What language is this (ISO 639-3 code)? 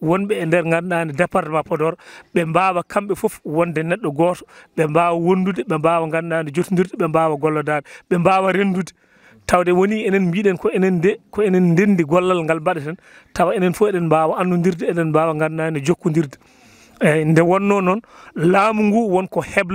ful